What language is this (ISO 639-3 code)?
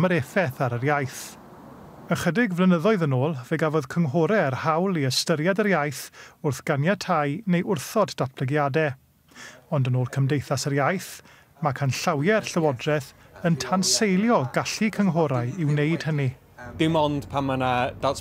cym